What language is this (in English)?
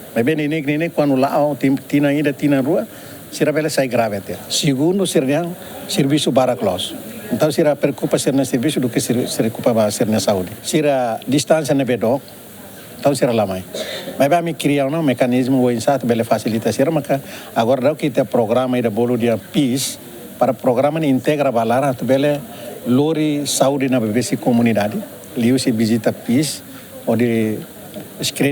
Tetum